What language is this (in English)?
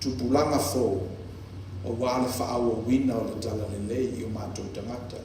Samoan